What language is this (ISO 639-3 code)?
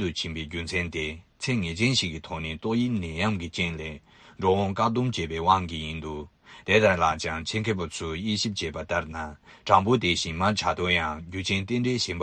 bod